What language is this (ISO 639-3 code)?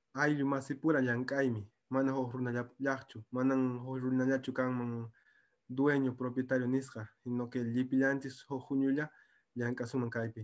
que